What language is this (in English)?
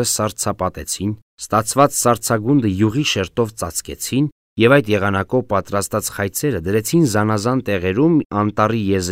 Armenian